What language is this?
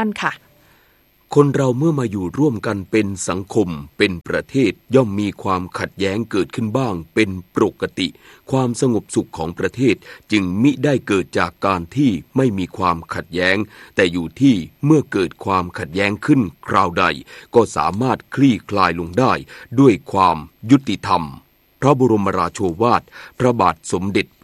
Thai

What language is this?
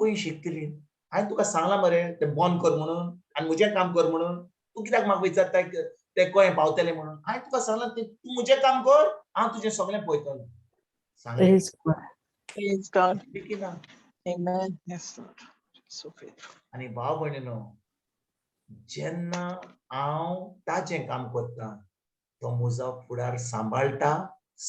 Konkani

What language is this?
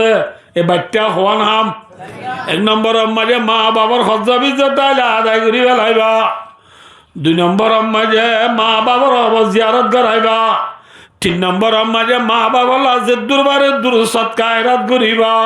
Rohingya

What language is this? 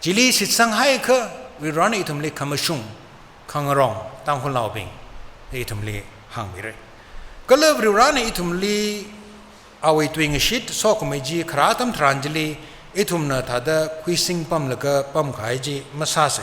Tangkhul Naga (India)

